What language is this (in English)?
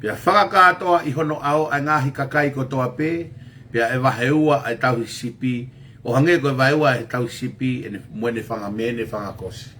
Tongan